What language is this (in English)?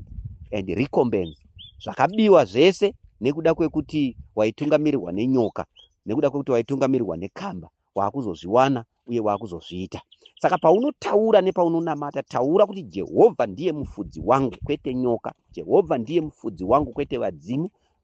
Shona